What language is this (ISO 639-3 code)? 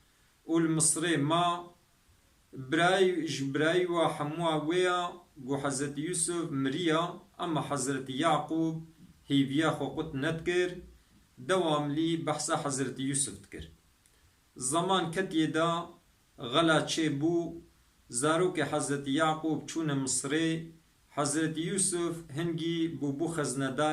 kur